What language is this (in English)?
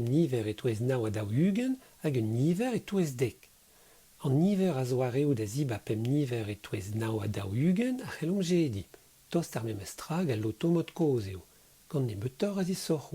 Breton